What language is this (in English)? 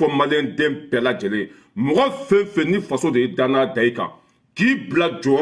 Bambara